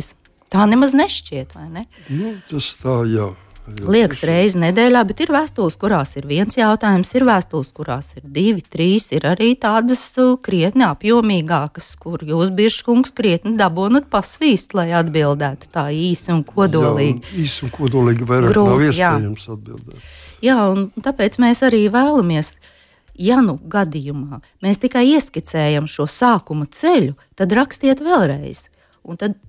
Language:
Latvian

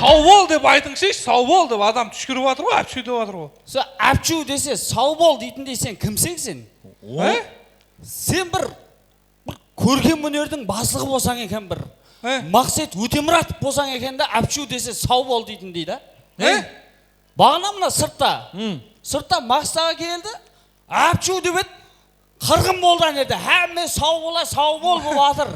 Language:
Kara-Kalpak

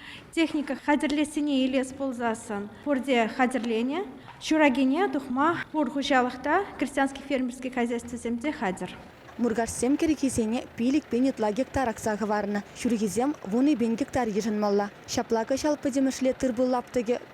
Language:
Chuvash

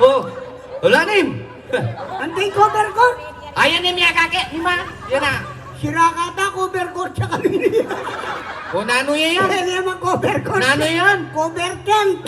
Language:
Pampanga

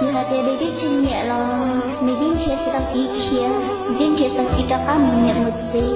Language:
Hmong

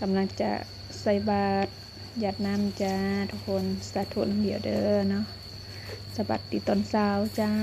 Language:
Lao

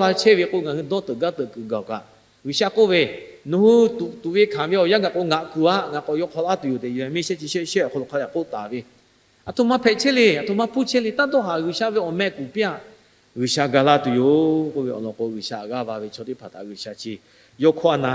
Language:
Lahu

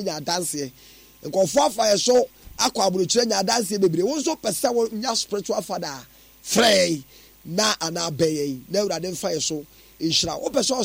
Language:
Akan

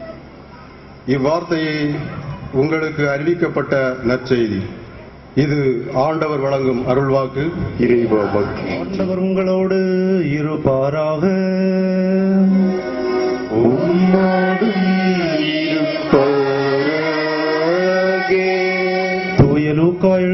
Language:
Tamil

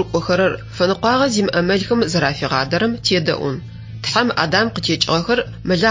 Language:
Adyghe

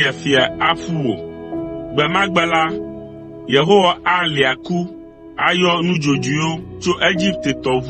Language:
Ewe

